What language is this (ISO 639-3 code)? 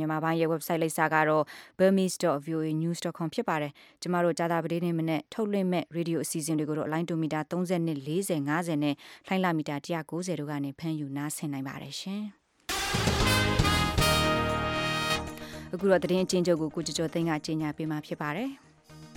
mya